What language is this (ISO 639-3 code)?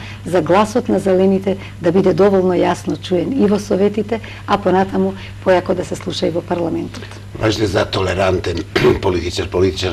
mkd